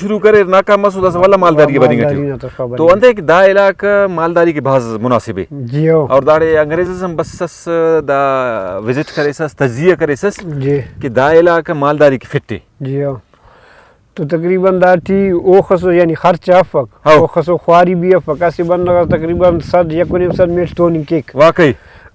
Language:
Brahui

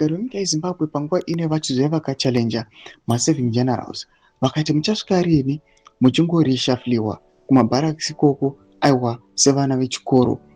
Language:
Shona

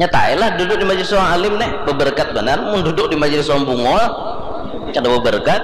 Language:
Banjar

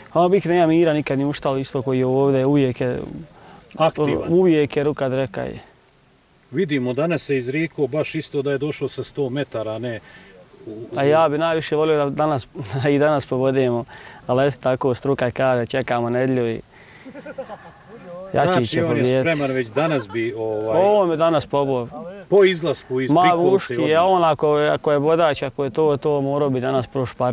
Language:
Bosnian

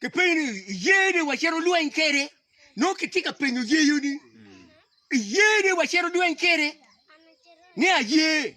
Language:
Acoli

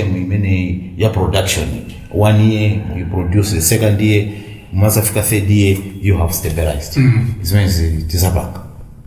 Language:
Nyanja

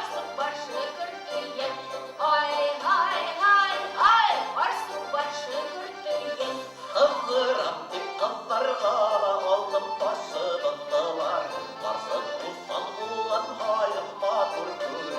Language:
Bashkir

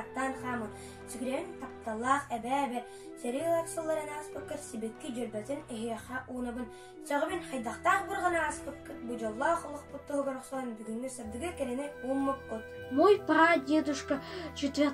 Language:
Yakut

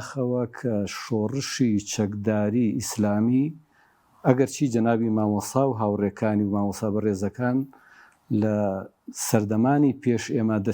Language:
Central Kurdish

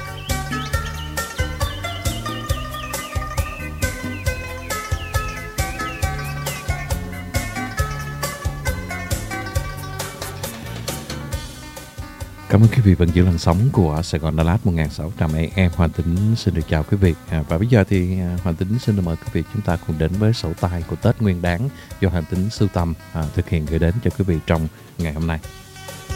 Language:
Vietnamese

